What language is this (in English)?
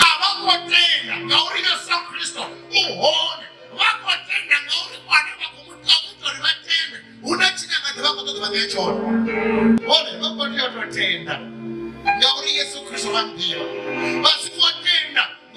Venda